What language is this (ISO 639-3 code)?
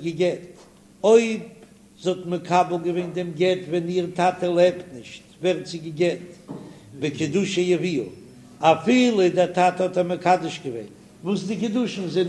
yid